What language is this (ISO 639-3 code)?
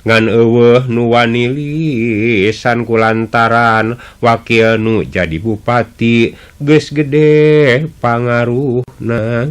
sun